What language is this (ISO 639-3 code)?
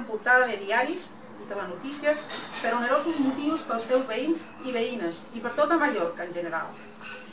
cat